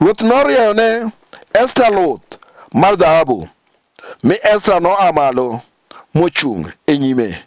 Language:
Luo (Kenya and Tanzania)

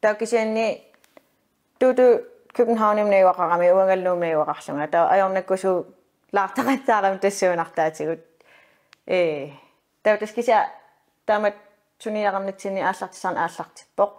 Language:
Kalaallisut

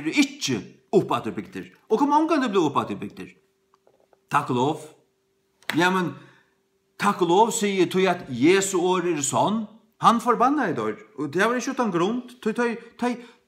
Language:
Faroese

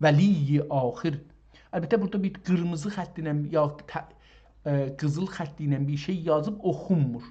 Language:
South Azerbaijani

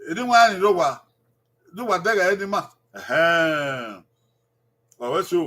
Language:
Bini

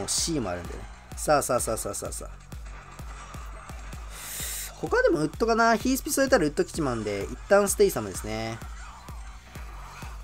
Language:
Japanese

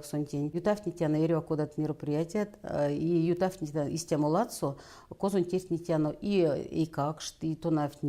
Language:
Erzya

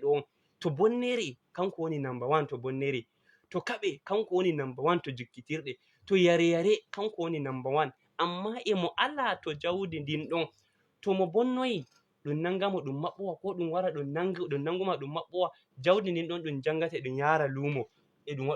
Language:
Fula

